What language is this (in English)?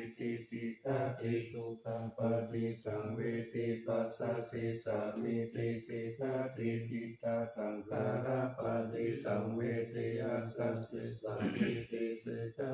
Pali